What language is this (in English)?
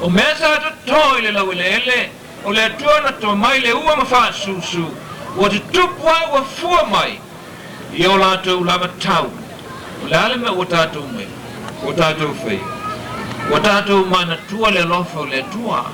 Samoan